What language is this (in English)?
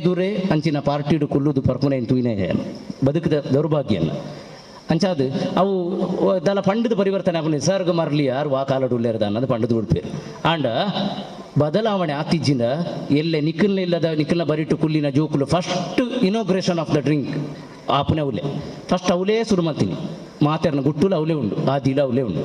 Tulu